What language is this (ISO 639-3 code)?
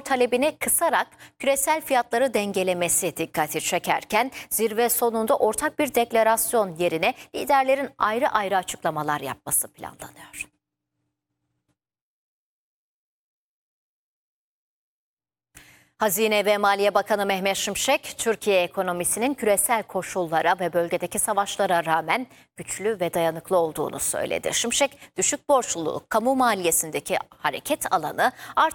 tur